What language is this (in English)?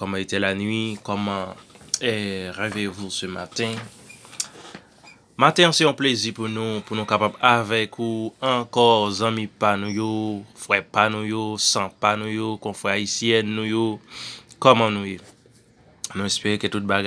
Haitian Creole